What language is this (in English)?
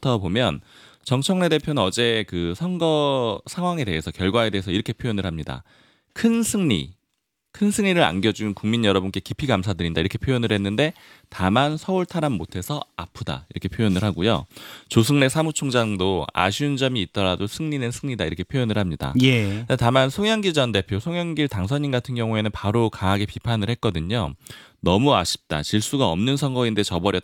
Korean